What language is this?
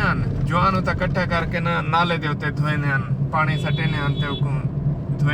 Saraiki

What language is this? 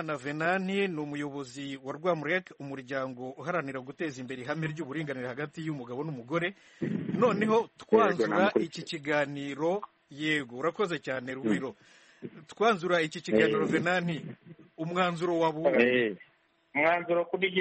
Kinyarwanda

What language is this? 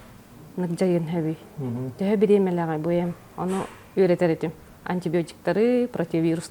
Yakut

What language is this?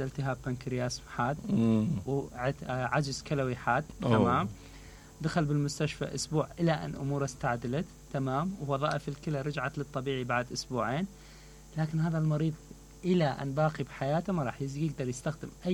Mesopotamian Arabic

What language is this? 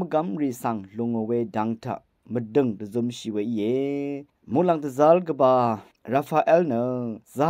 Rawang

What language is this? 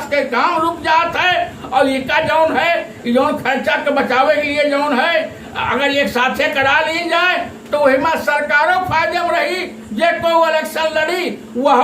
Awadhi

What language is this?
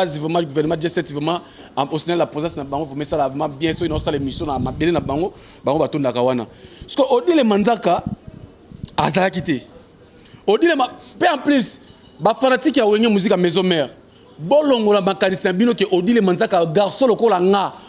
Lingala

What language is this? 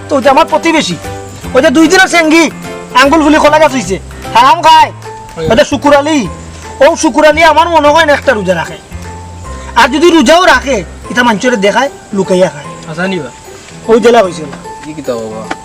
Sylheti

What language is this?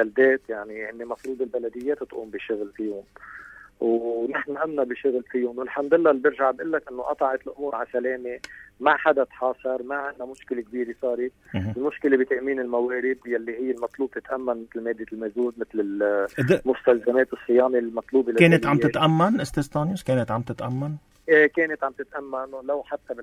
North Levantine Arabic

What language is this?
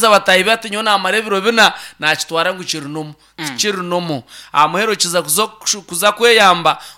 Nyankole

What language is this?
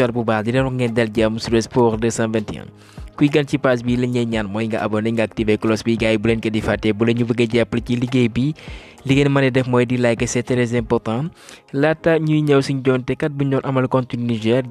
Wolof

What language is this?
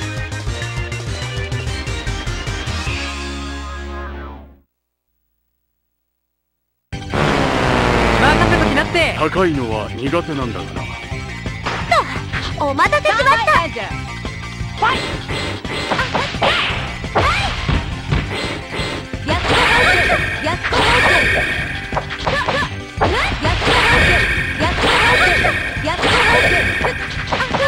Japanese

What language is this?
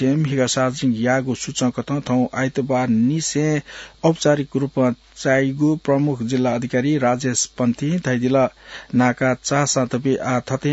Newari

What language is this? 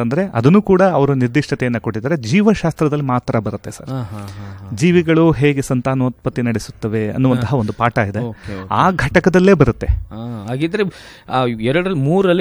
Kannada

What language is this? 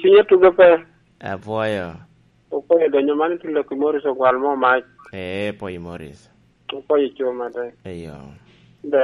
Lango (Uganda)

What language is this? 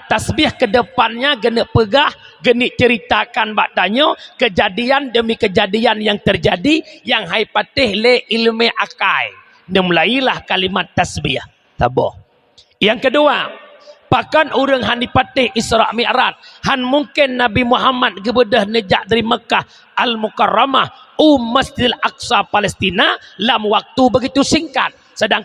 Achinese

